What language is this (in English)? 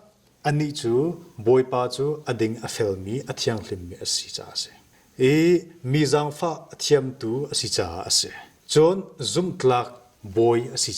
Hakha Chin